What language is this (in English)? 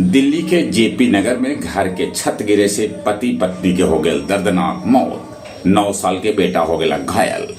Magahi